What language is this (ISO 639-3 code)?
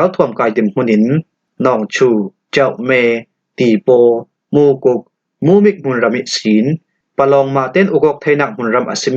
cfm